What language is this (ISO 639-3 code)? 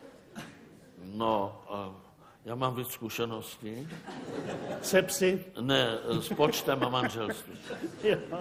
ces